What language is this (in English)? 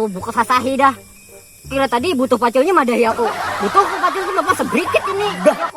Banjar